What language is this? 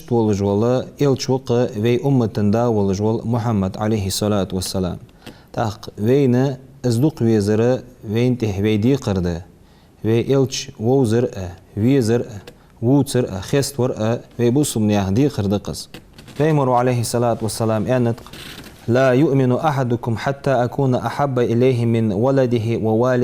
Ingush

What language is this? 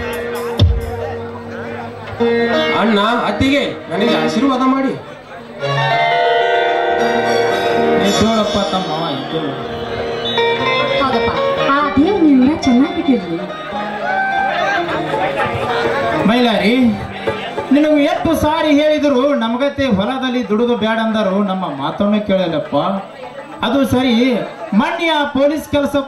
Kannada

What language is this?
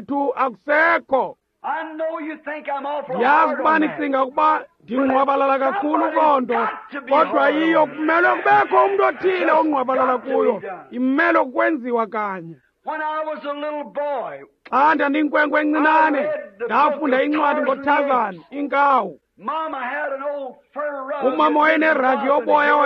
Xhosa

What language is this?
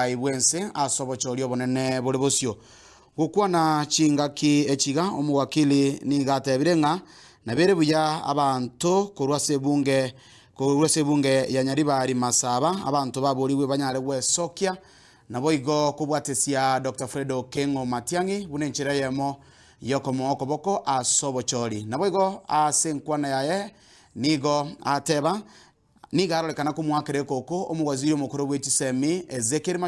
Gusii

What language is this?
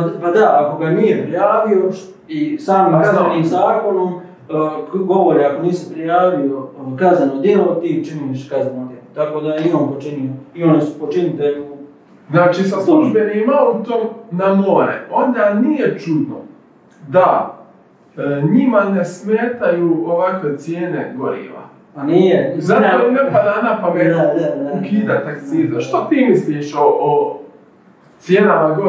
Croatian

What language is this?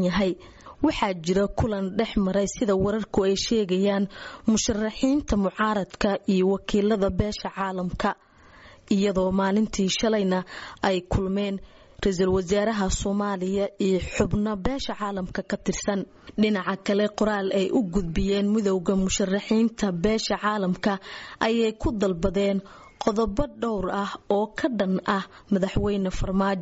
Somali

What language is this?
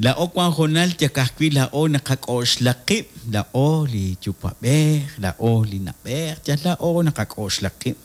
Kekchí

